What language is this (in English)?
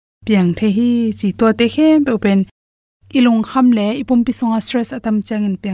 Tedim Chin